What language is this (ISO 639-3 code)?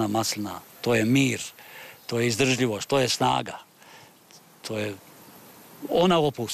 srp